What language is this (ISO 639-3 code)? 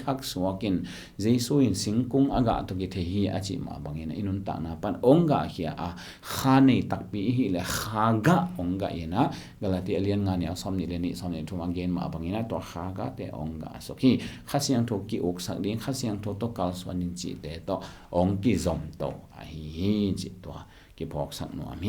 ctd